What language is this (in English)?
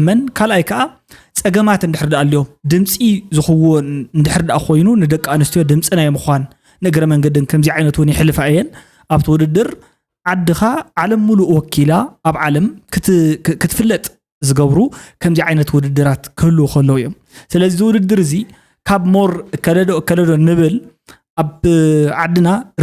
Tigrinya